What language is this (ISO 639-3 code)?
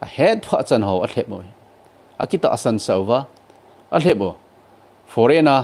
tcz